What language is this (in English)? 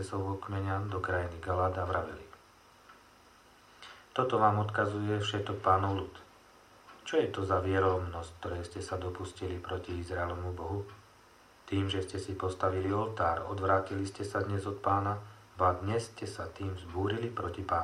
Slovak